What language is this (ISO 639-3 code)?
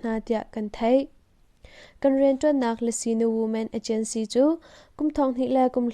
cnh